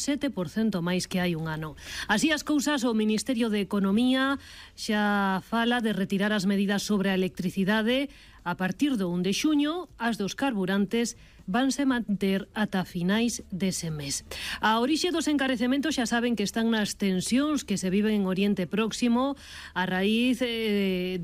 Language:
Galician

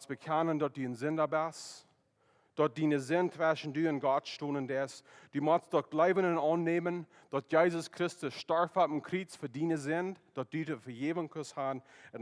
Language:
Plautdietsch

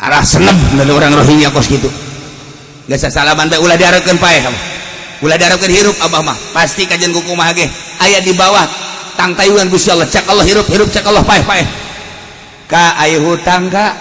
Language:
Sundanese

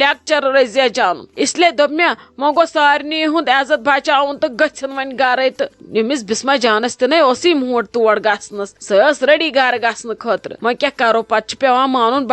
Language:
Kashmiri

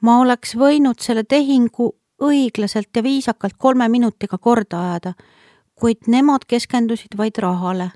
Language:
Estonian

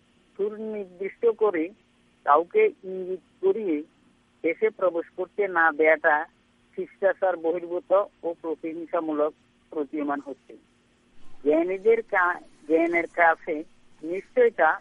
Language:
Bangla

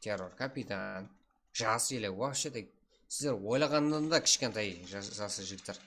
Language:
Kara-Kalpak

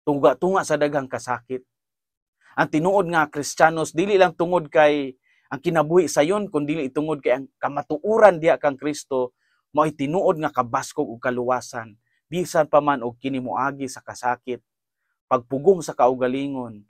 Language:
Cebuano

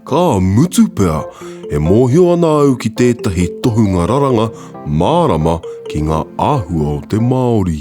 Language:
Māori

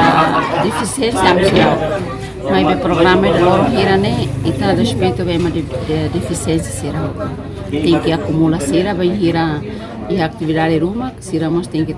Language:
Tetum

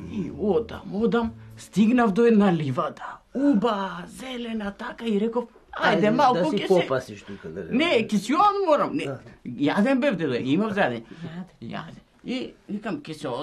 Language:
Macedonian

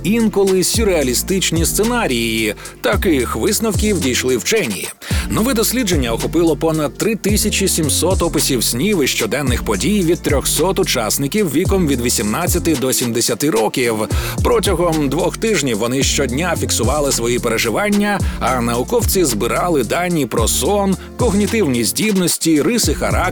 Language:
Ukrainian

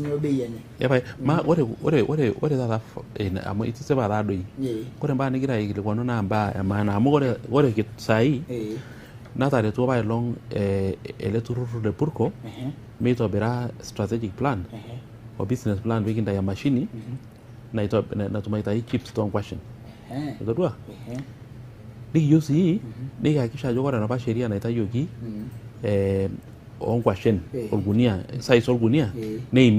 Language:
Masai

